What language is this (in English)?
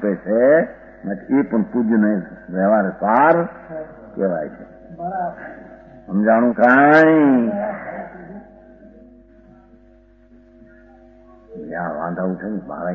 Gujarati